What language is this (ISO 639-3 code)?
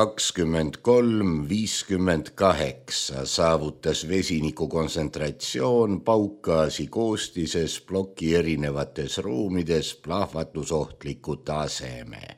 est